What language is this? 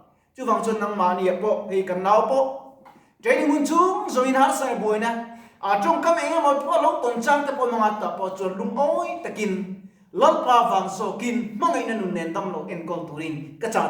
Mizo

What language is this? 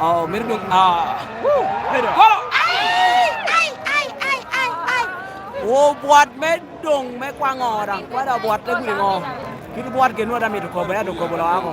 Lango (Uganda)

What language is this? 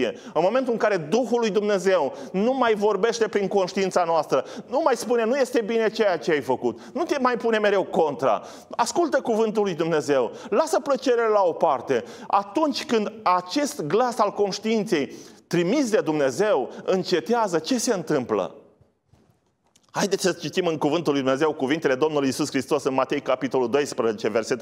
Romanian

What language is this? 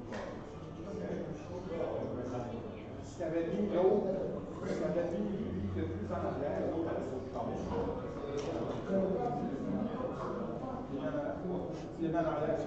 French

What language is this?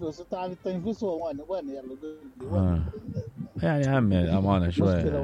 Mesopotamian Arabic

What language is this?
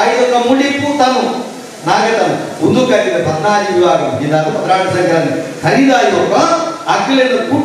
Tulu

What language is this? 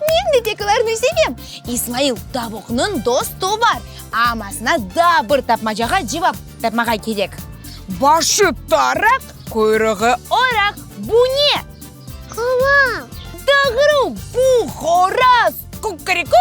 Crimean Tatar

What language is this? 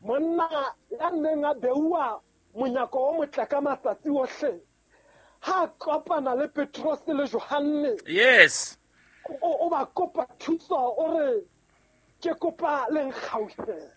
Southern Sotho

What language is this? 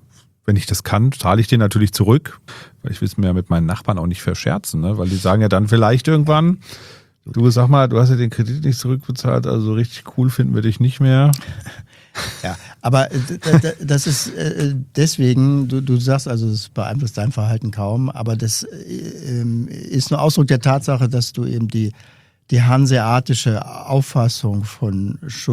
German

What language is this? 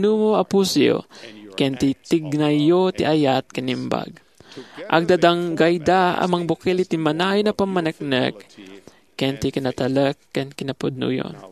Iloko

